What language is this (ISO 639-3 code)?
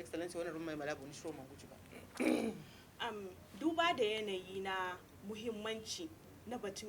hau